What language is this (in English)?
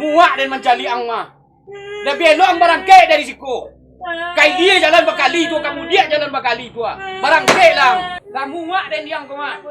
Minangkabau